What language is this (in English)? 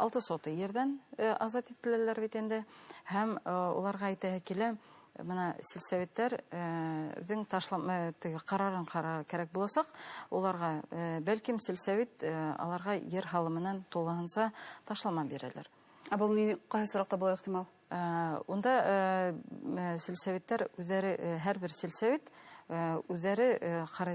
Bashkir